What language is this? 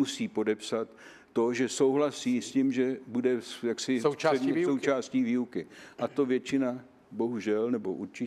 Czech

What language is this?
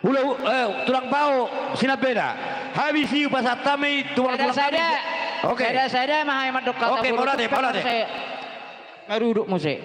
Batak Toba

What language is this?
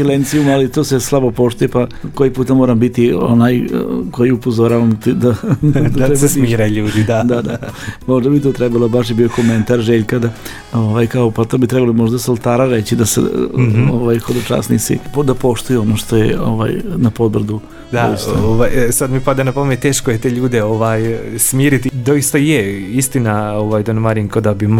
Croatian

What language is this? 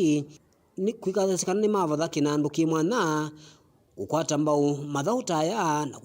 Kamba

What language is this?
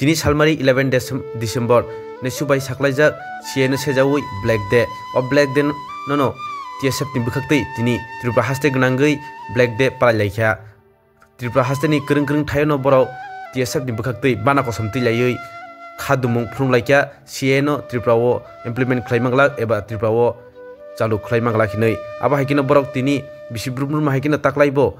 Kok Borok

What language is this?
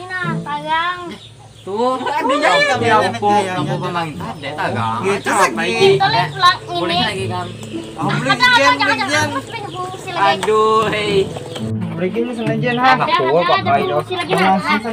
Banjar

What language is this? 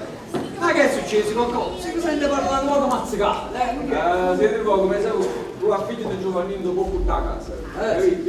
Neapolitan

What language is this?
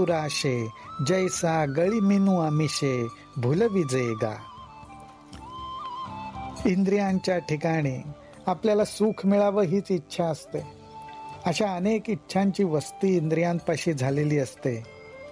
Marathi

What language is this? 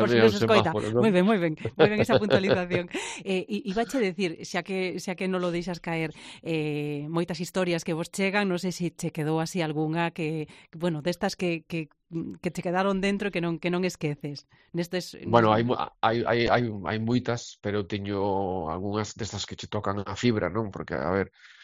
Galician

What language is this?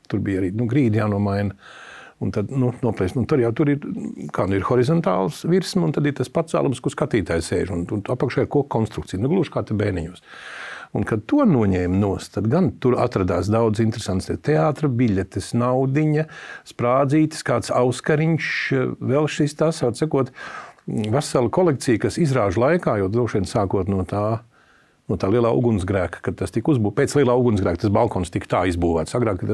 Latvian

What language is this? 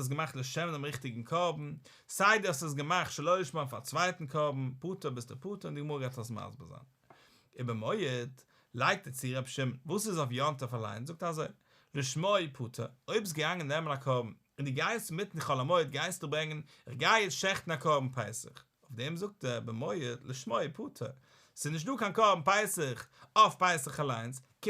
Yiddish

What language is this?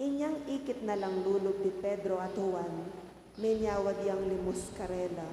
Pampanga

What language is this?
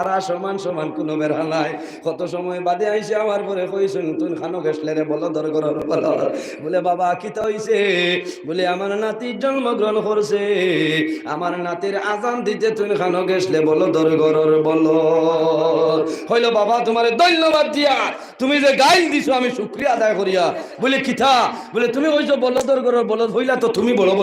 Sylheti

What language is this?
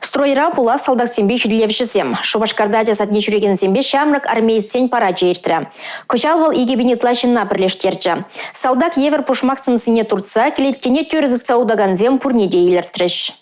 Chuvash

